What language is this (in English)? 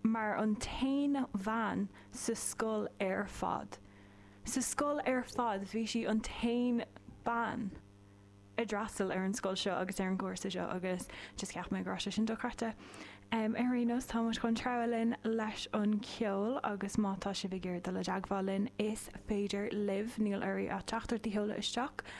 Irish